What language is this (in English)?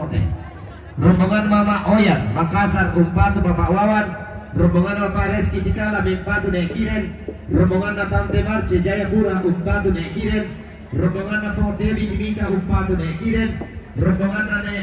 Toraja-Sa'dan